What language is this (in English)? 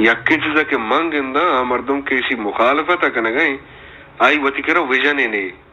Baluchi